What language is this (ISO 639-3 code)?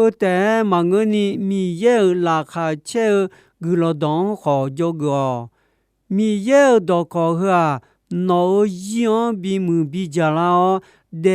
ahk